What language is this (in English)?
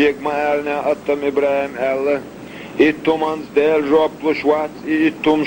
Chechen